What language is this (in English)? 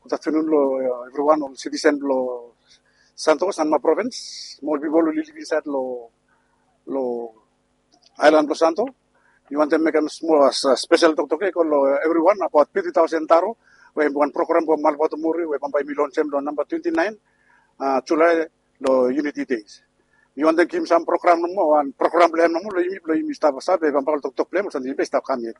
Bislama